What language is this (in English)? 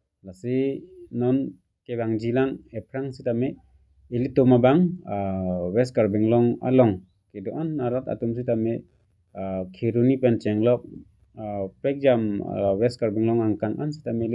Karbi